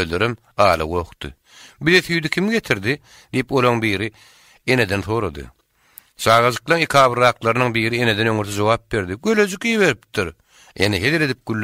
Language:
Turkmen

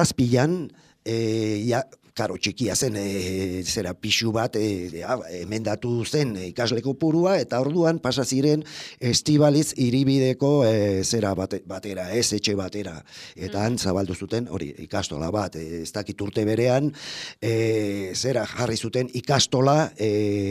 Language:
Basque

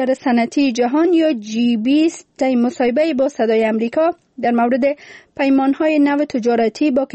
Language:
Persian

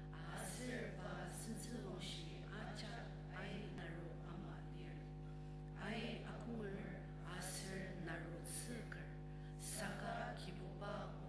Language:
Ao Naga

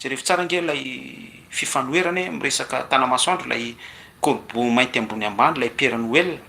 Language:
Malagasy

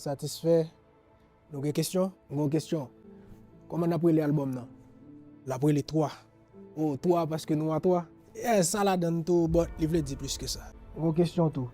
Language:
Haitian Creole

